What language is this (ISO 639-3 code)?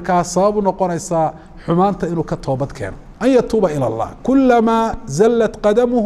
som